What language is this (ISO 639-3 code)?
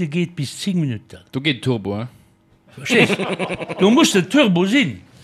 ltz